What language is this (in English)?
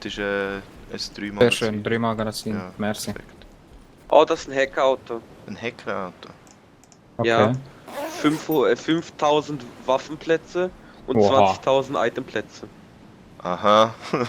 Swiss German